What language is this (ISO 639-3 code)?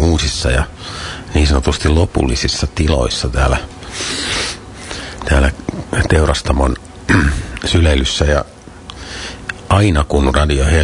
fin